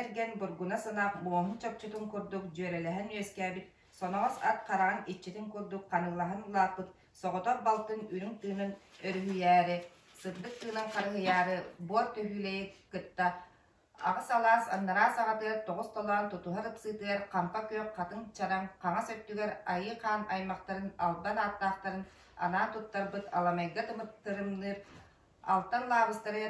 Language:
Yakut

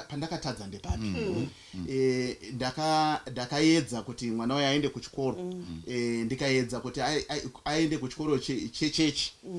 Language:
Shona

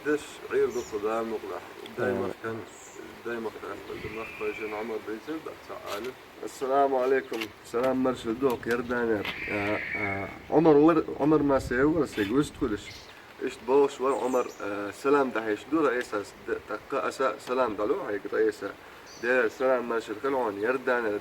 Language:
Chechen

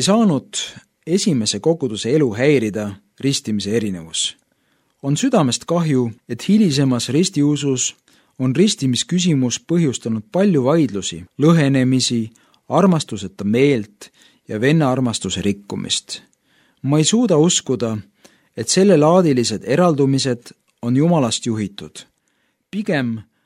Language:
Estonian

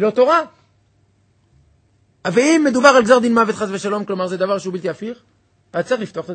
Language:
Hebrew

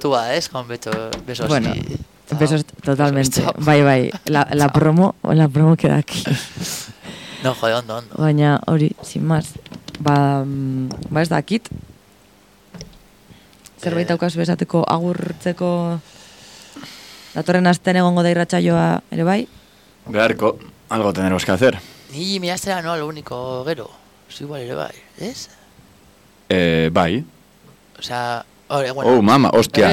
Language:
Basque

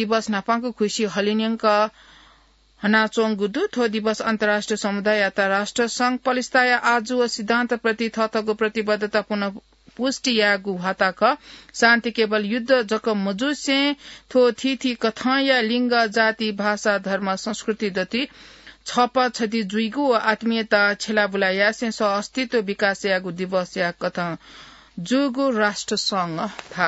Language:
Newari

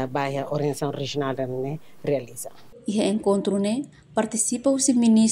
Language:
Tetum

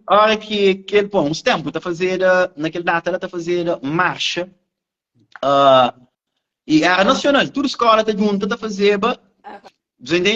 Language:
Kabuverdianu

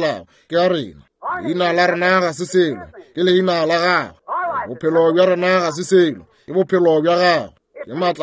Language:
Northern Sotho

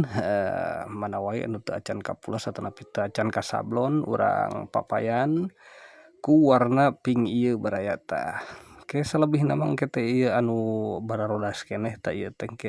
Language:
Sundanese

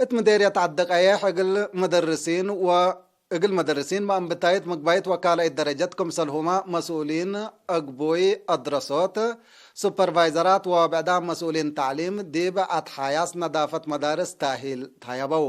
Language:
Tigre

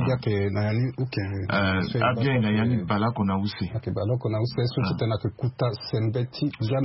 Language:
Sango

